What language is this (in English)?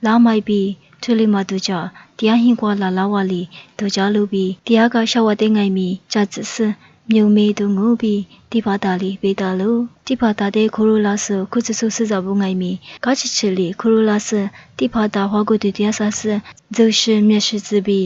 Lisu